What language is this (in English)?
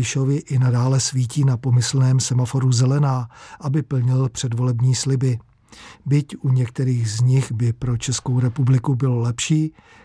Czech